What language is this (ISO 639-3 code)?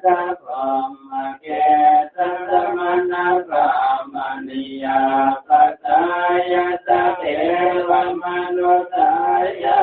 pli